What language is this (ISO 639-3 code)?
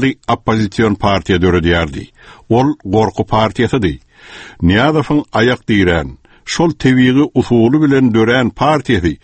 tuk